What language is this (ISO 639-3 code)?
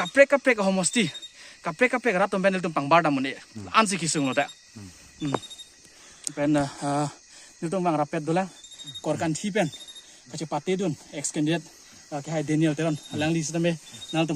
mjw